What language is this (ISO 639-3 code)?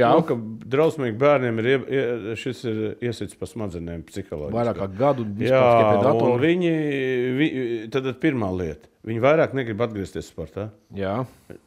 lav